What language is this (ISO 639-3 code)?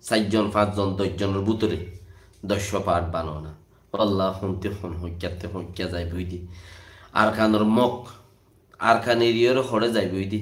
rhg